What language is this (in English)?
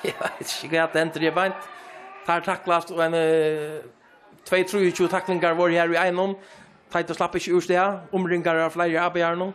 Faroese